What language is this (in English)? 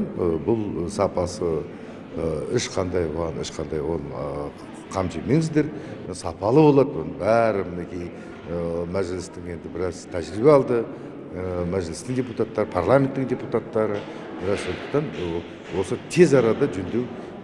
Kazakh